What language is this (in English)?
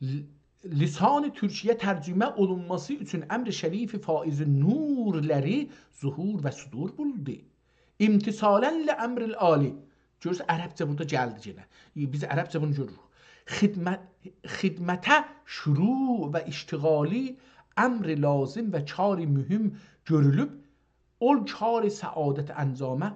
South Azerbaijani